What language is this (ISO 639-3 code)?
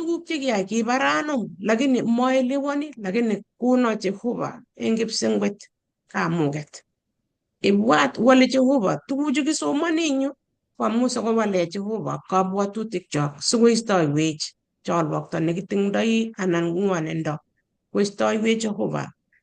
kln